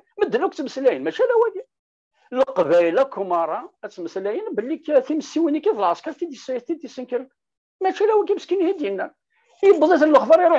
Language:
Kabyle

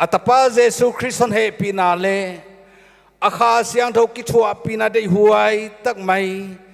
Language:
Paite Chin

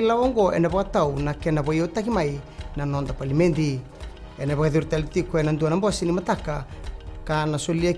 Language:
Fijian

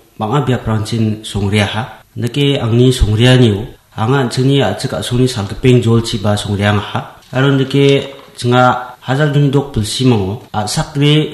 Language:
Garo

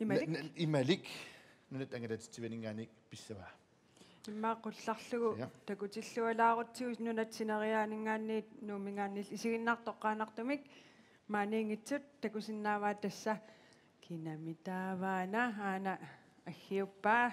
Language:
Kalaallisut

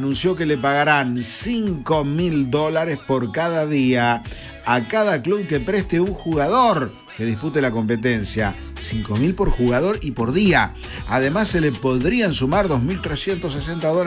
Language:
Spanish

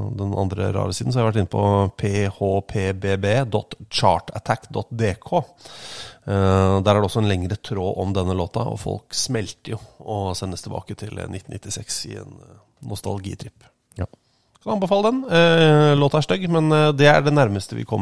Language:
Norwegian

